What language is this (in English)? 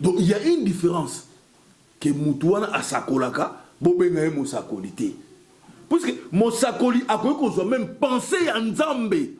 Lingala